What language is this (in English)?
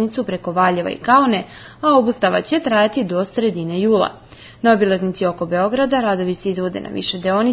Serbian